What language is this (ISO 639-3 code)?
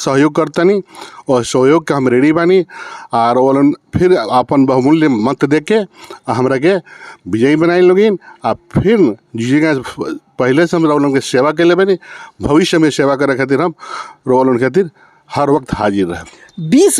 bho